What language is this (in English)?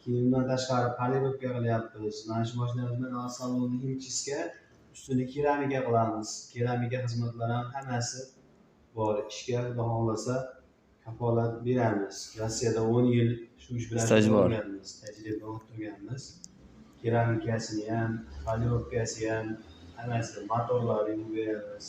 Uzbek